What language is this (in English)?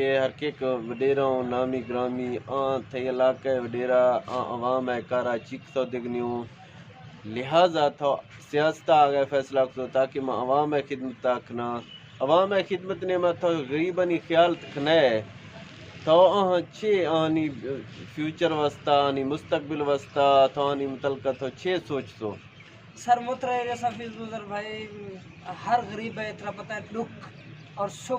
Eastern Balochi